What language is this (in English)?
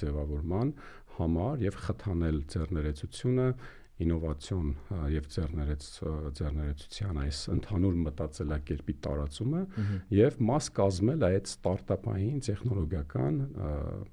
Armenian